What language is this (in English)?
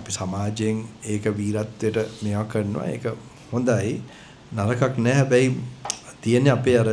Sinhala